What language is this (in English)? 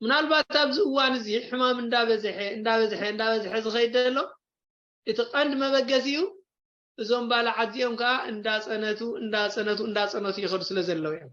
Tigrinya